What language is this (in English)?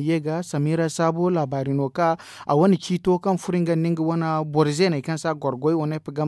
Zarma